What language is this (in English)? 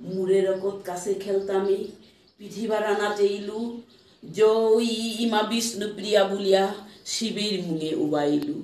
Bishnupriya